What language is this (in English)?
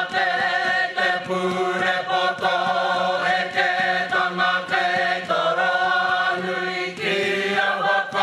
Māori